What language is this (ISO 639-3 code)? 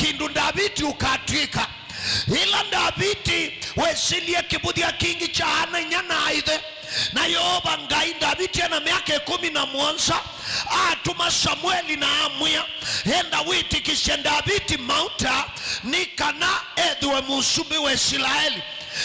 kam